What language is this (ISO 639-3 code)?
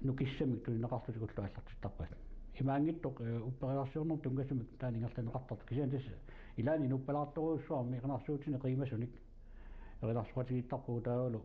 kal